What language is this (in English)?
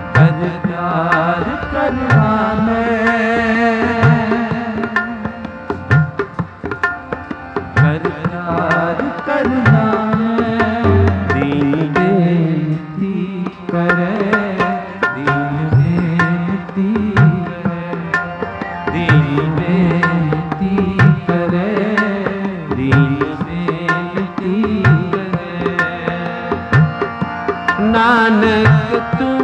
Hindi